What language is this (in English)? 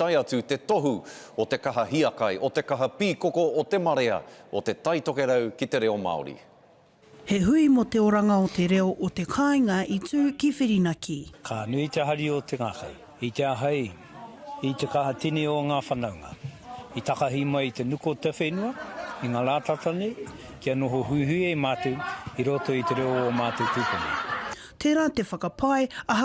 Māori